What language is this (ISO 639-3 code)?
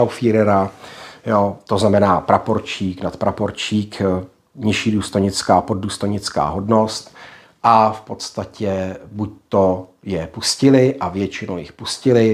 ces